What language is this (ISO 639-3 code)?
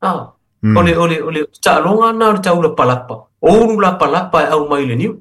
smo